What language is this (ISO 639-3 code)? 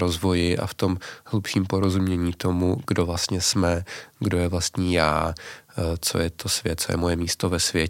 ces